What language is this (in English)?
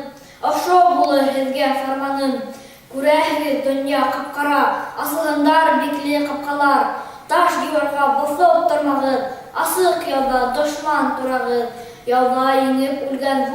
Bashkir